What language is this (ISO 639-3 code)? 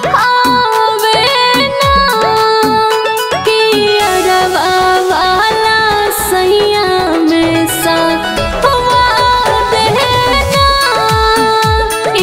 bho